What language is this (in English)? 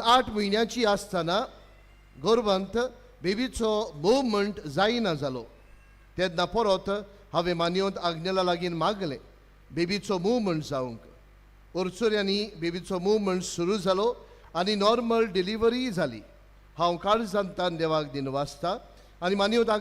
Konkani